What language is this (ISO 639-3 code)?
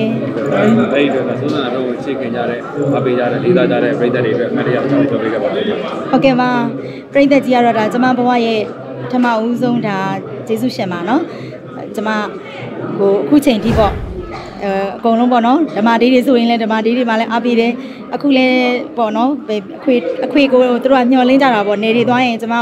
mya